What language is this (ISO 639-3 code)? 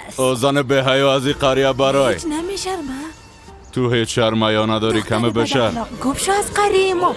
fas